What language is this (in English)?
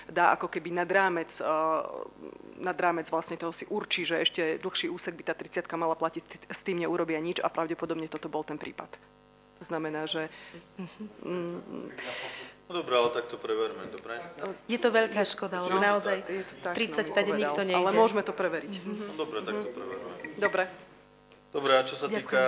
Slovak